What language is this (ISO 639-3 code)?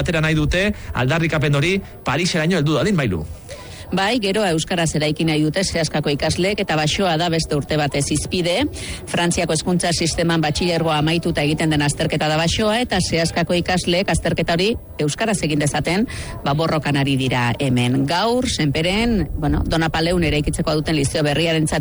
eus